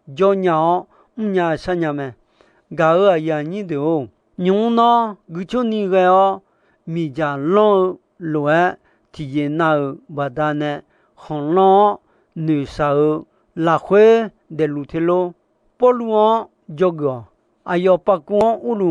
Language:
Akha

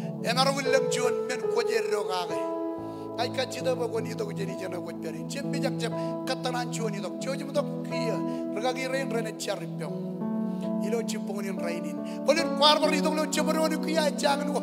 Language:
Marshallese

